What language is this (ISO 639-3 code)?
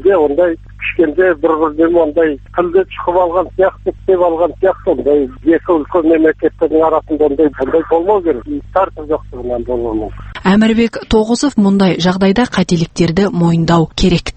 kaz